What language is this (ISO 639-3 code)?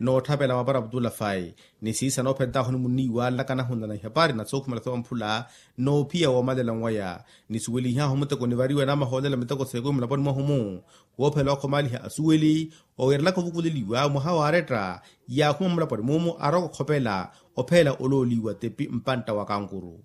vmw